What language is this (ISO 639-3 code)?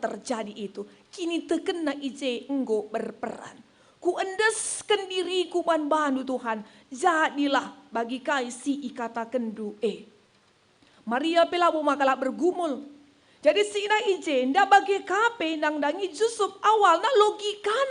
btx